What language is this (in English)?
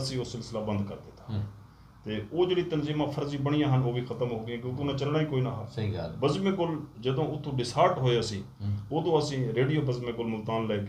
Saraiki